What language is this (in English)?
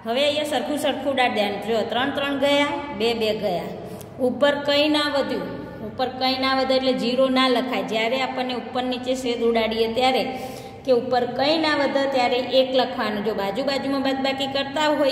Gujarati